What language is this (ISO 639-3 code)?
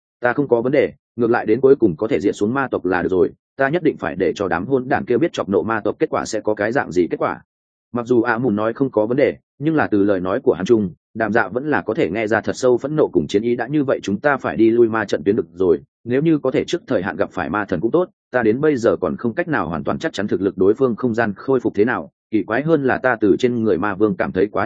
vie